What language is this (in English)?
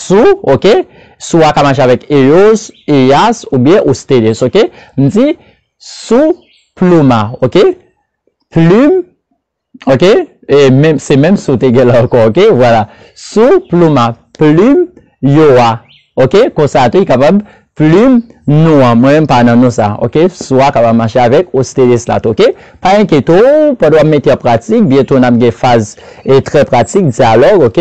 Haitian Creole